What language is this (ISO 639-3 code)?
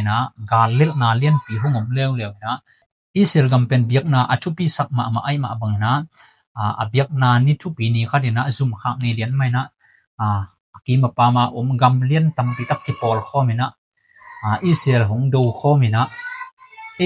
ctd